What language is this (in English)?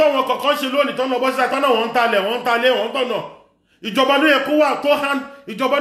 Yoruba